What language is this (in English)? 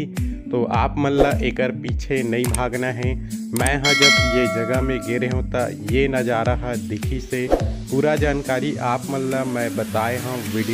Chhattisgarhi